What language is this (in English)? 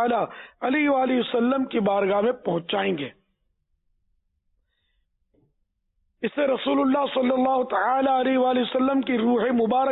Urdu